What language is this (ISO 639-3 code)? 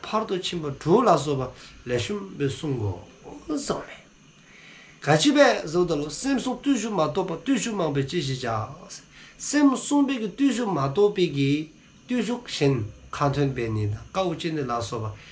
dzo